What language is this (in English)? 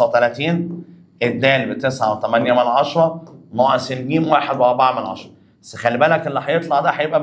Egyptian Arabic